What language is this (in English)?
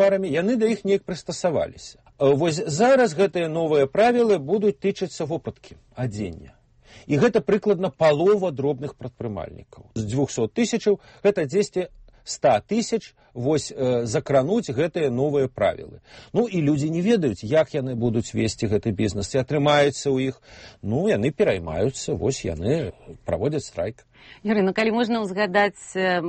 Belarusian